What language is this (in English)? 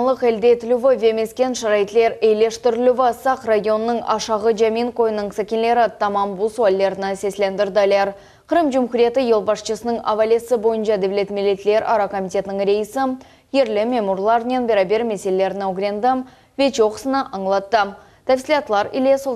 Crimean Tatar